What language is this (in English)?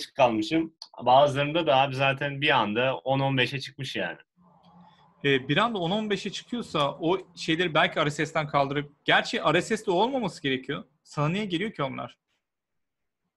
Turkish